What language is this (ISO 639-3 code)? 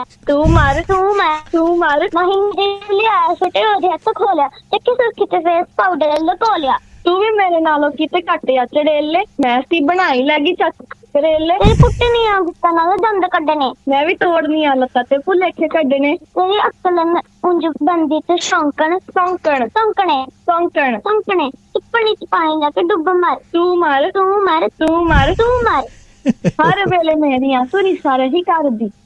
pan